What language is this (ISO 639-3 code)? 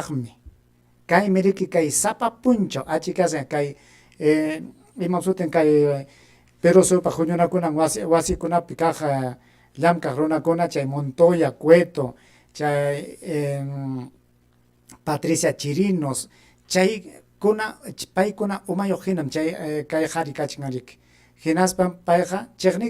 quy